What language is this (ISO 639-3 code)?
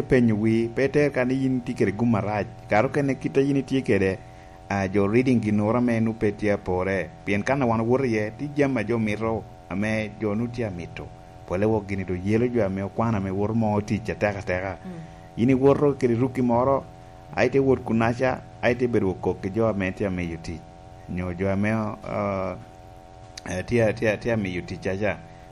laj